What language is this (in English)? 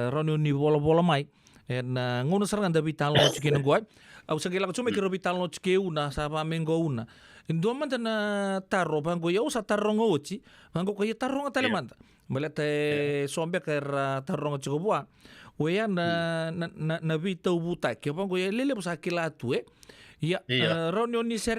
Fijian